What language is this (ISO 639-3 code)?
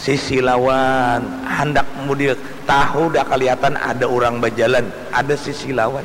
bjn